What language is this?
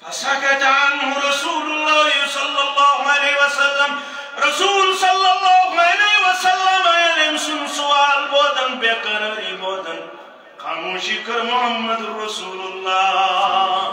Kashmiri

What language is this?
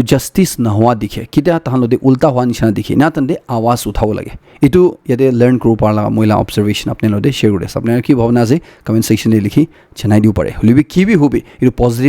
Naga Pidgin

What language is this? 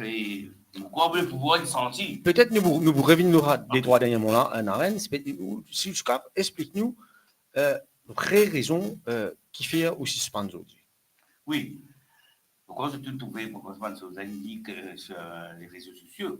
Morisyen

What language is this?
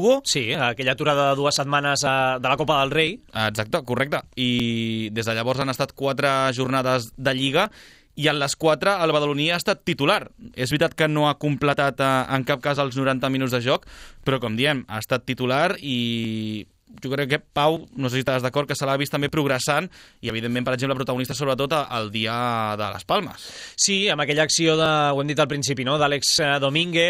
Catalan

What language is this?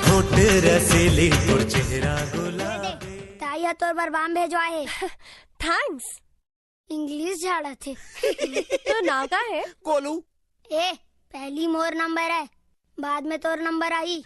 Chhattisgarhi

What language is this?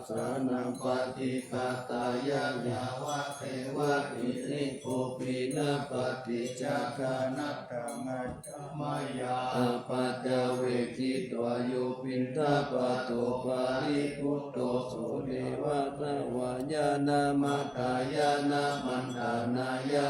Pali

